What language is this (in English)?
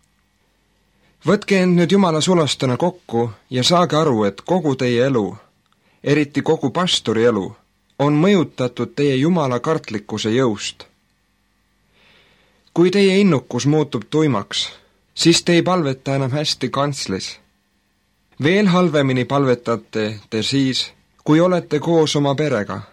Estonian